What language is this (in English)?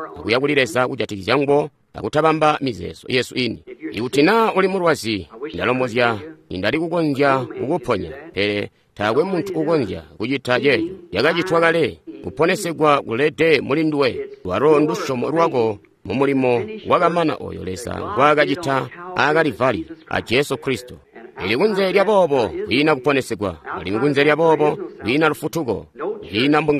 Tonga (Zambia)